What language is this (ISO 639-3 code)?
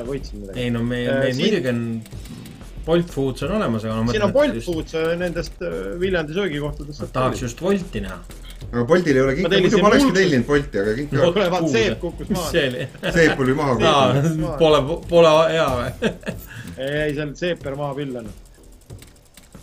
est